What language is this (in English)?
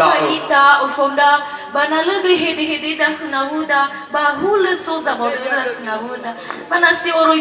Nias